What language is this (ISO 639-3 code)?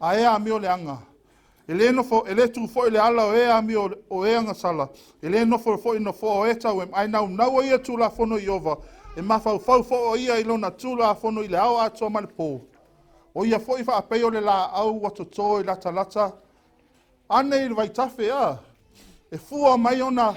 smo